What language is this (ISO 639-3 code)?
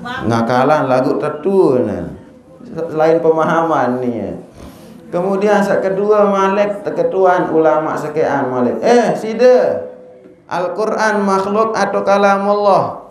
sas